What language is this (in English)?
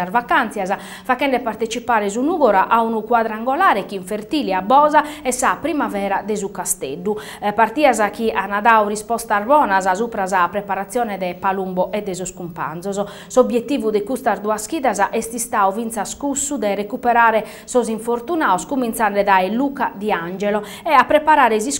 Sardinian